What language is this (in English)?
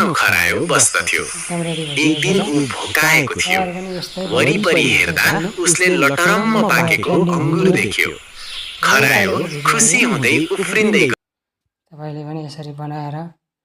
Nepali